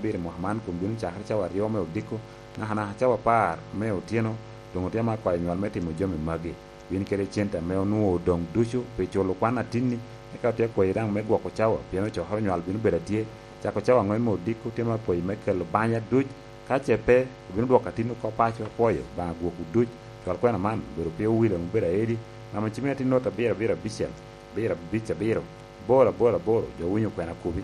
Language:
Lango (Uganda)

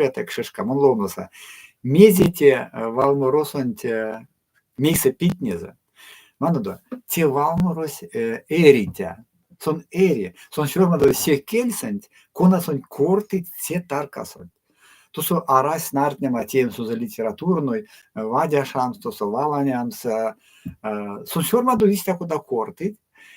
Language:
Erzya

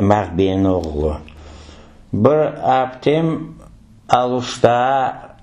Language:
Crimean Tatar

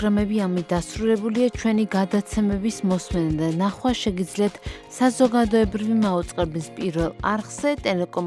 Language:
Georgian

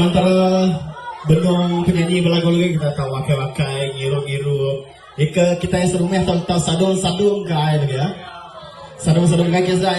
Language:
Iban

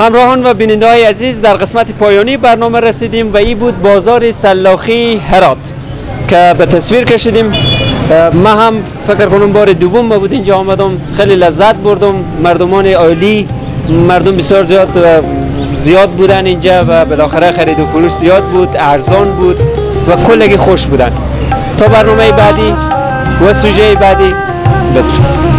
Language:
Persian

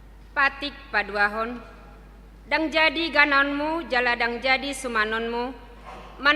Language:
Batak Toba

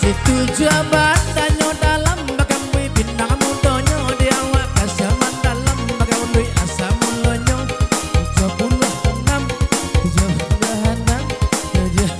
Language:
Minangkabau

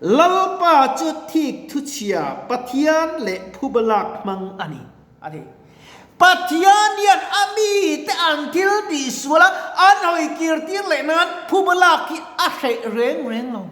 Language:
Mizo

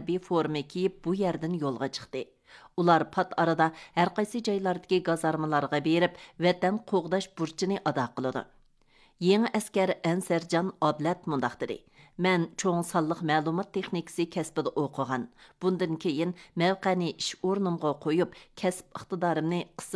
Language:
Uyghur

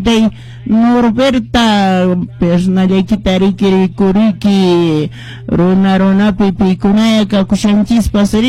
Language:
Quechua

